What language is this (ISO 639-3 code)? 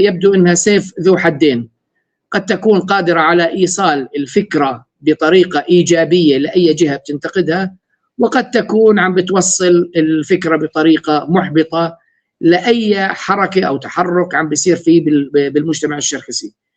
apc